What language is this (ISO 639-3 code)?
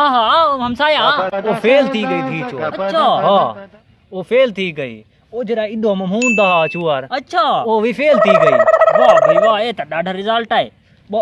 skr